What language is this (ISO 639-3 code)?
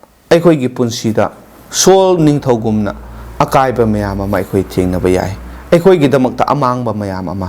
mni